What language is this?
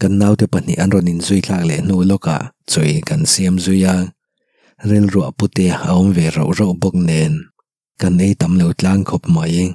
Mizo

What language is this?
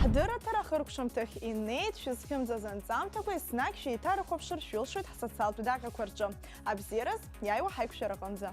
Abkhazian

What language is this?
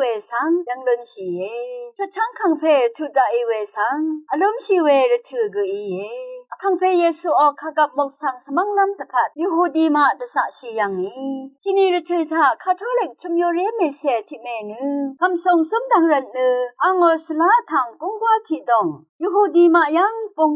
Rawang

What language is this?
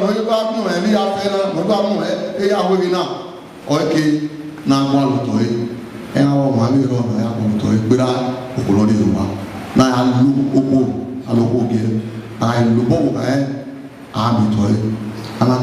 Bini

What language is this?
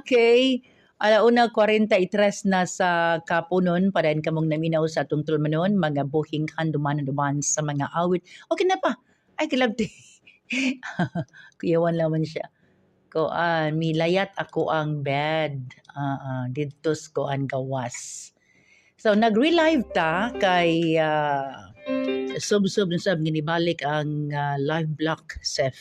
Cebuano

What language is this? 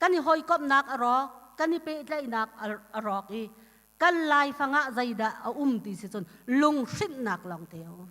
Hakha Chin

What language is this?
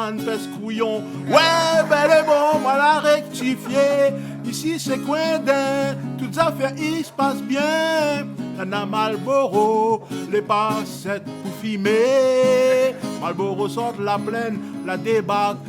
Réunion Creole French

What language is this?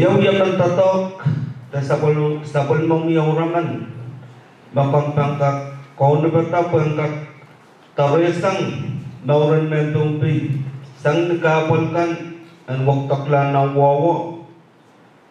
Pohnpeian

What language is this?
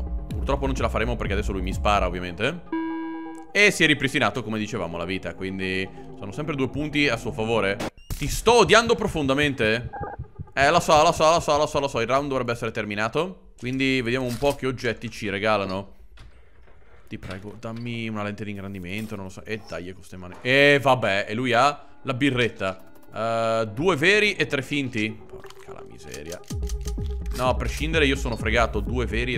Italian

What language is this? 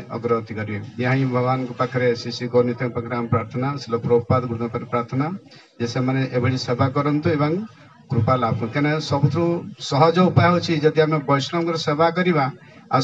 Odia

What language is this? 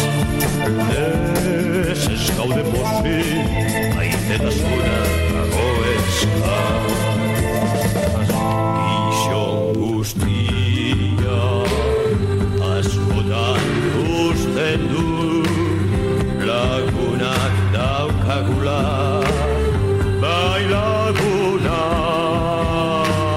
Basque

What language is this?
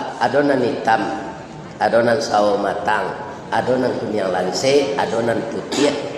Minangkabau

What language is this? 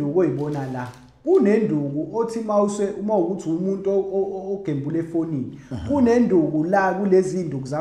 Zulu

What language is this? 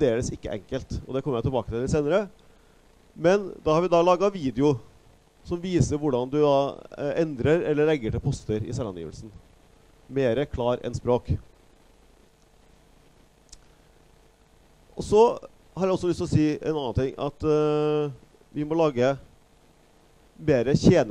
Norwegian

